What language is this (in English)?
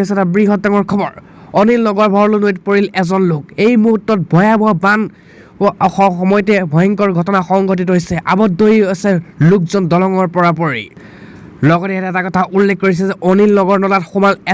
Assamese